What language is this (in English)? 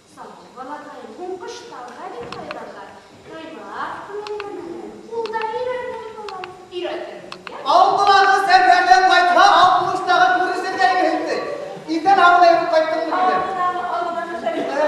Bashkir